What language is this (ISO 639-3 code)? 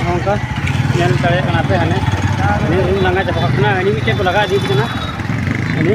sat